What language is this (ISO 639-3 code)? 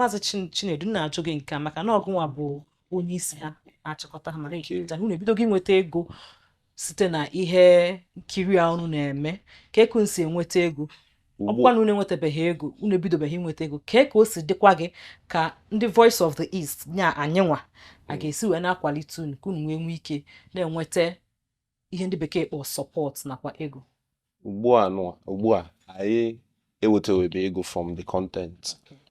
ibo